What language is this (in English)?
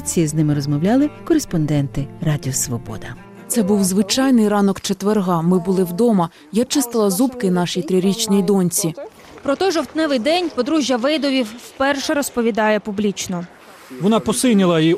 Ukrainian